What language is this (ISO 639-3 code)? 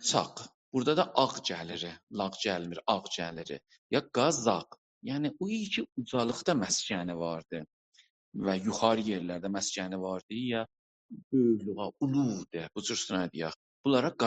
azb